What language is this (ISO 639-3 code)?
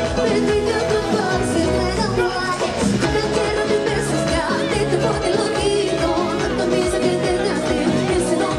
spa